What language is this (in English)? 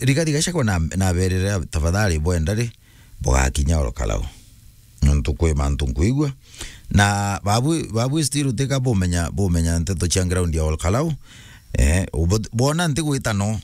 Meru